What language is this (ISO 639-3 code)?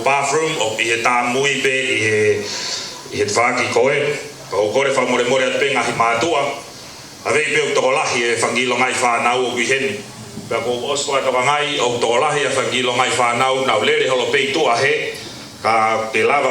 ton